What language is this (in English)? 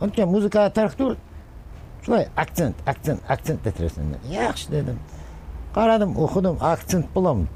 Kumyk